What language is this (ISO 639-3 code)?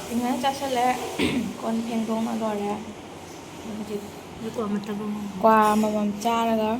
mni